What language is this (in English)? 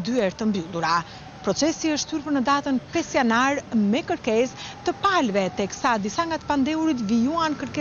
Albanian